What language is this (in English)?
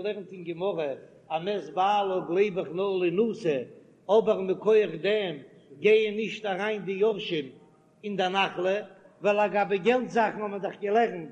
Yiddish